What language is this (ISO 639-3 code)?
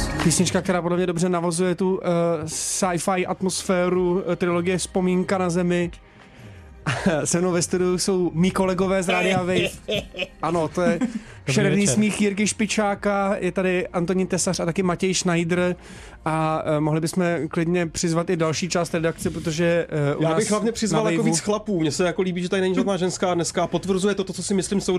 ces